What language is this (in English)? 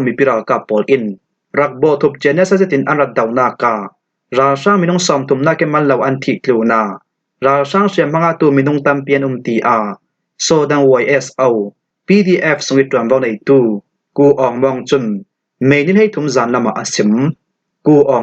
Falam Chin